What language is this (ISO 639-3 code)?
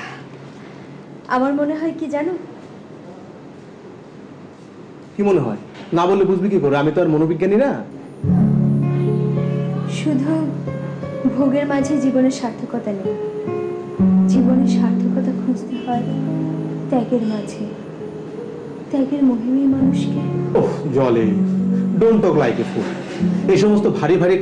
ben